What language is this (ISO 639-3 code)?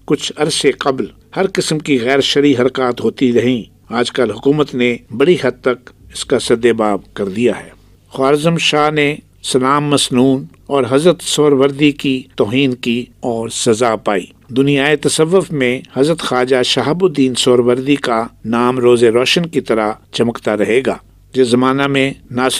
urd